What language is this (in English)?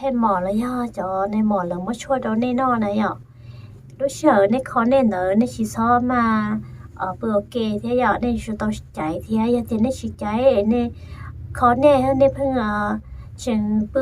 Hmong